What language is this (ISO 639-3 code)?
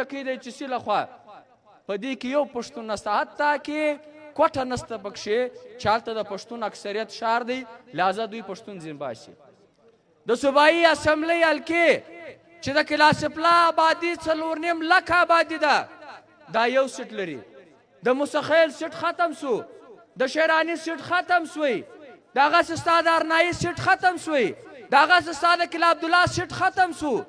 pus